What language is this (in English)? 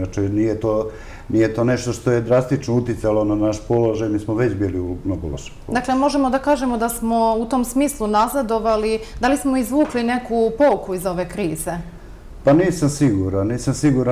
Serbian